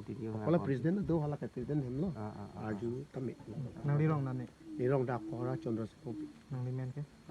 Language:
Karbi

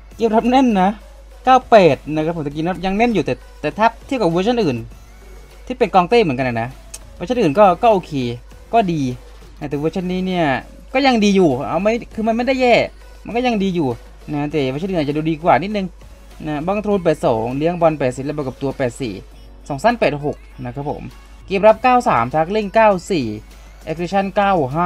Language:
Thai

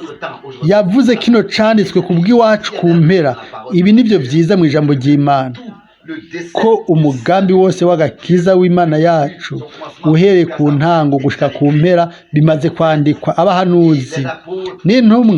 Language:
Rundi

